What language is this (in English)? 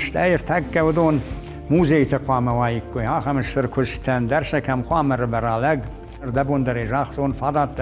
Ossetic